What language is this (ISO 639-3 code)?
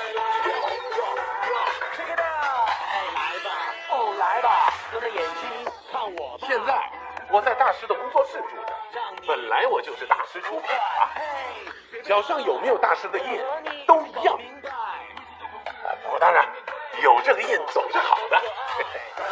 zho